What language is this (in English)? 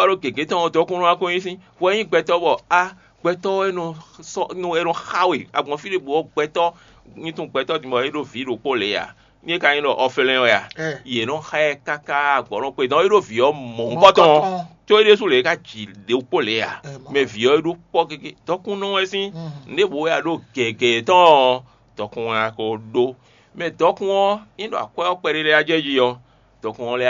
Fon